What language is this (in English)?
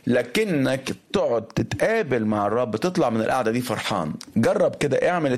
Egyptian Arabic